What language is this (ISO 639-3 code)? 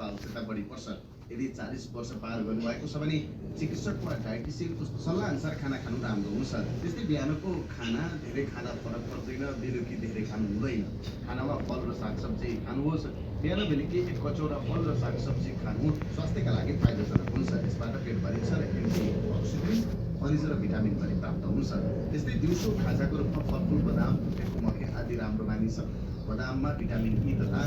nep